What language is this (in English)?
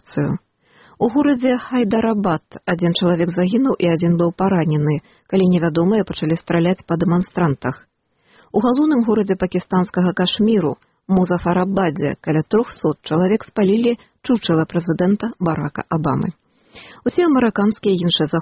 Belarusian